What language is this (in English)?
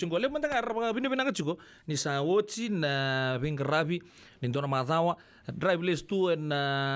Fijian